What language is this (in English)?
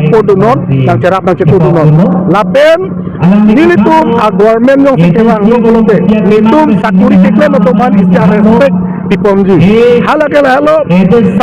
Karbi